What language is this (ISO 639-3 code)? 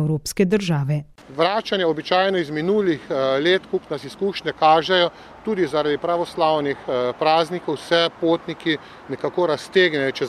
slv